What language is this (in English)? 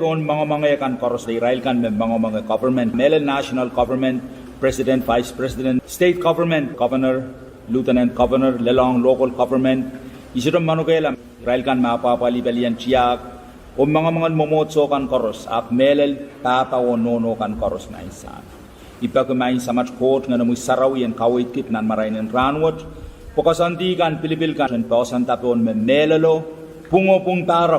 Pohnpeian